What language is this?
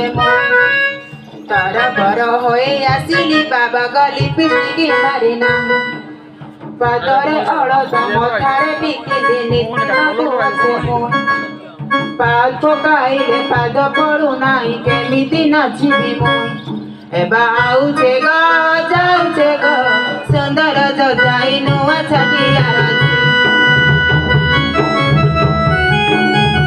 Odia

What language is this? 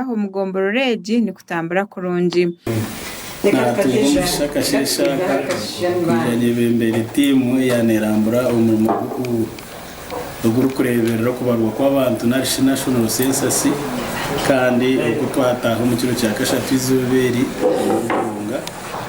Nyankole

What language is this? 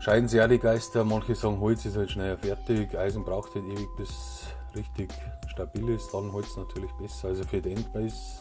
Bavarian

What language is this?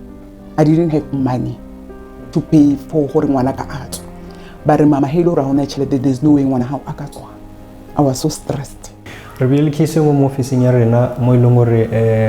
Northern Sotho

